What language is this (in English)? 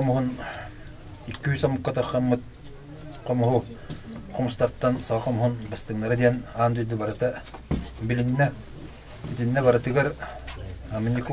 Yakut